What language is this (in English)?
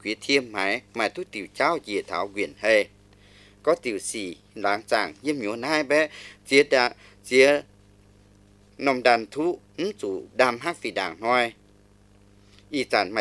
Vietnamese